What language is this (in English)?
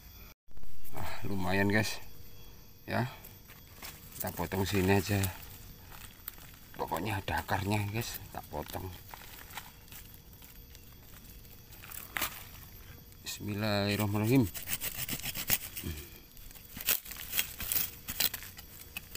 Indonesian